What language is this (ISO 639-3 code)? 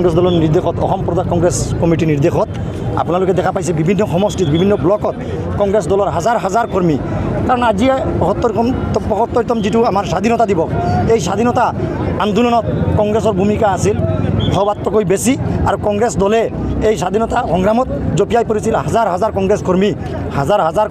asm